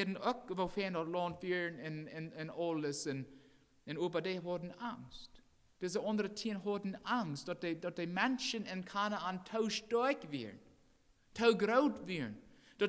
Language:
Plautdietsch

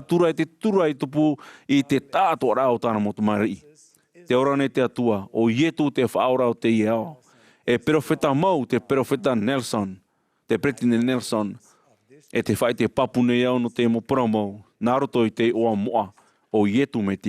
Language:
Tahitian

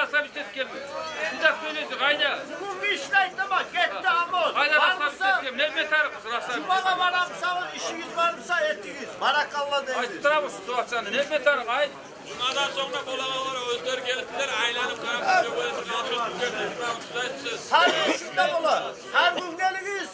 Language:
Kumyk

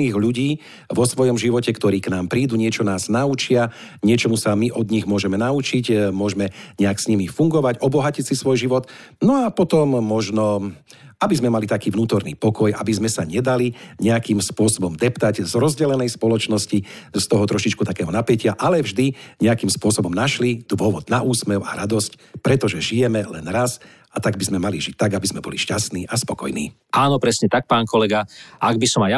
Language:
Slovak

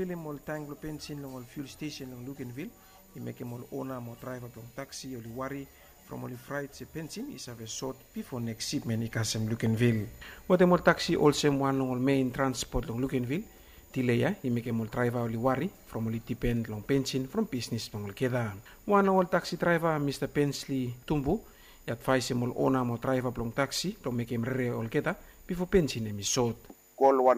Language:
Bislama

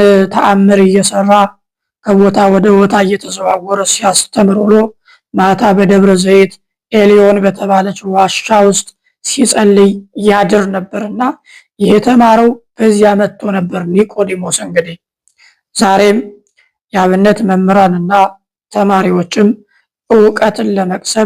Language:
Amharic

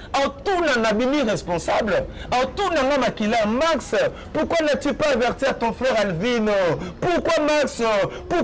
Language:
Lingala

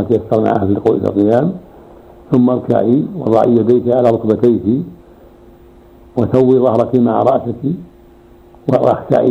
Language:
Arabic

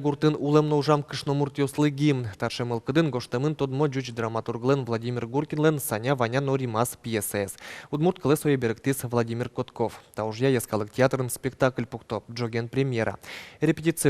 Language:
Udmurt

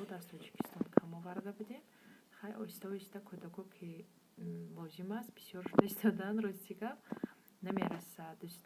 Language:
Tajik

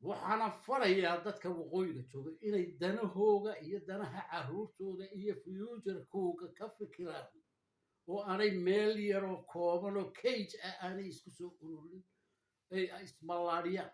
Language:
Somali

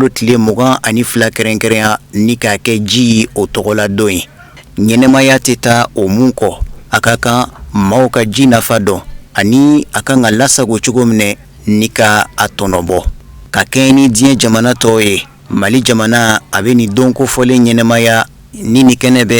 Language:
Bambara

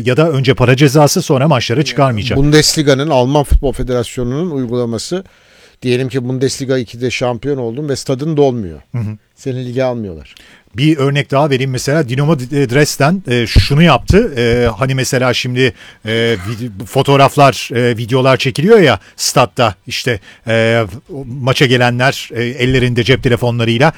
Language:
Turkish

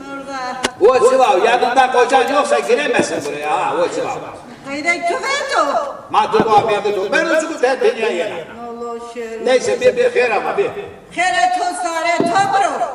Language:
Zaza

